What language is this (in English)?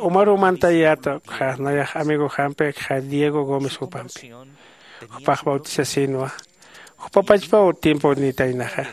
Aymara